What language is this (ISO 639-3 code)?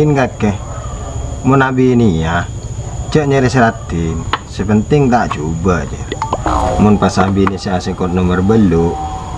mad